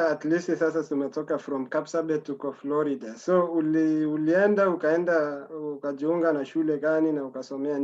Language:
Kalenjin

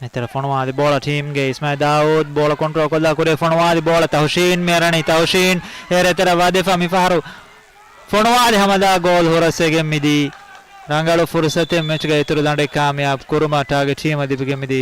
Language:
Divehi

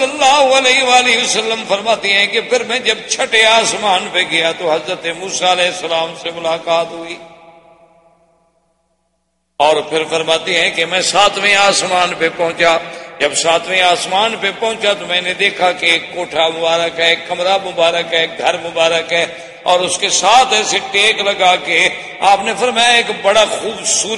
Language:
Urdu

